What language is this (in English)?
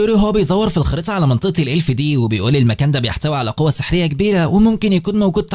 Egyptian Arabic